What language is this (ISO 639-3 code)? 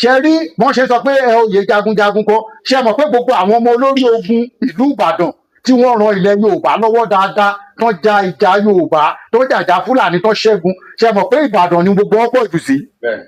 yor